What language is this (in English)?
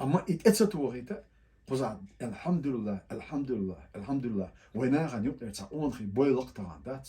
Chechen